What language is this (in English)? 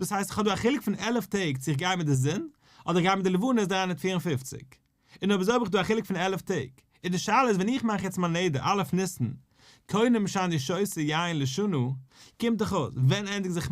Yiddish